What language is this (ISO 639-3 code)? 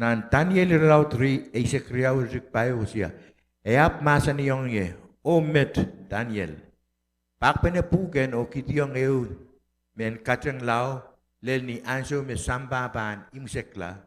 pon